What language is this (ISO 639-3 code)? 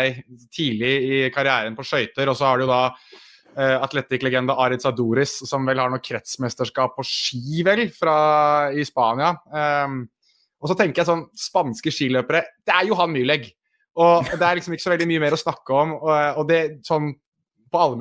nor